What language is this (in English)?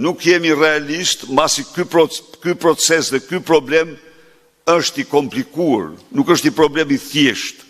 Albanian